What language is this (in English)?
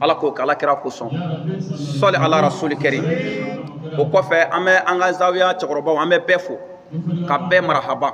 Bambara